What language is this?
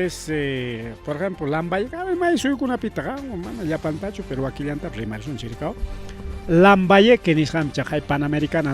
Ayacucho Quechua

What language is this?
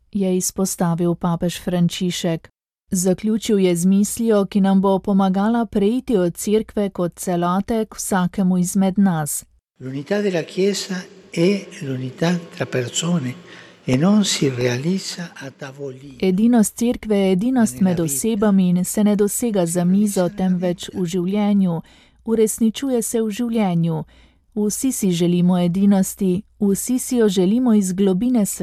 Slovenian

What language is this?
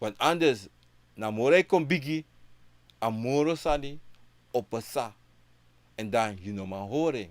Sranan Tongo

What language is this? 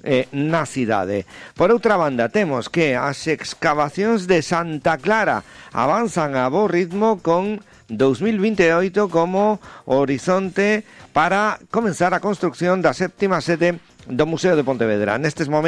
Galician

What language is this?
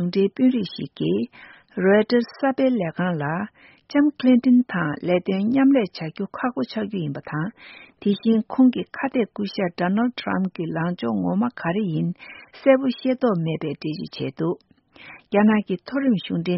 Tibetan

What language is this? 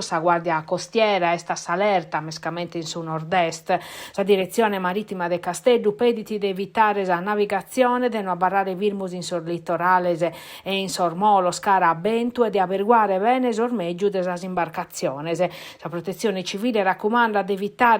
Sardinian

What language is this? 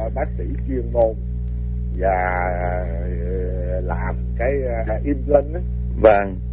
Vietnamese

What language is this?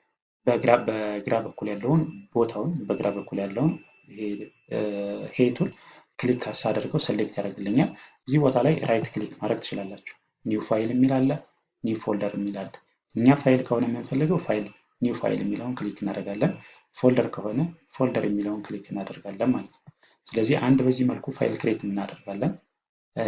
Amharic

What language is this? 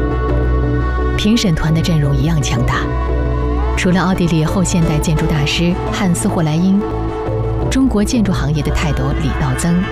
Chinese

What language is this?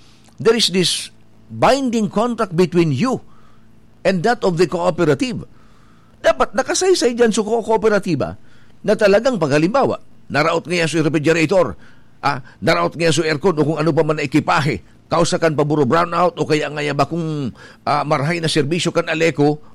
Bikol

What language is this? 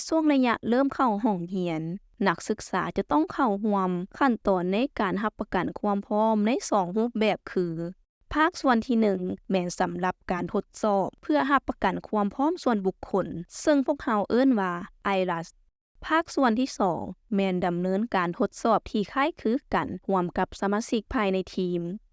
Lao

